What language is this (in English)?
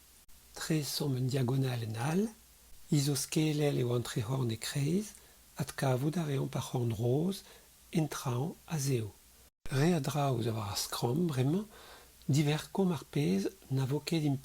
Breton